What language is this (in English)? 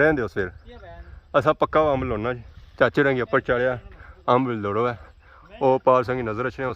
Pahari-Potwari